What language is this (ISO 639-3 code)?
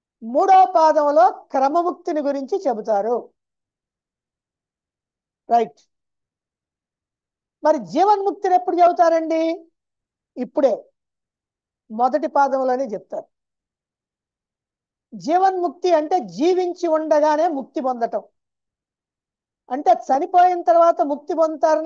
tel